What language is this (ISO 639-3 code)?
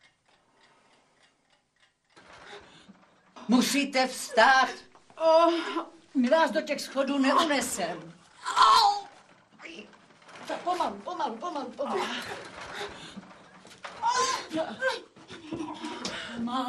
ces